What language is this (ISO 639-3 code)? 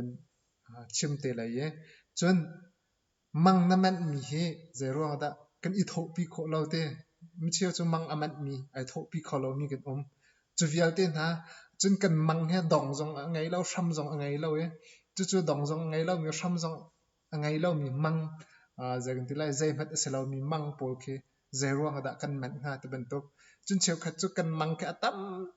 cnh